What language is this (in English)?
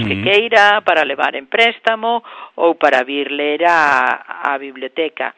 Galician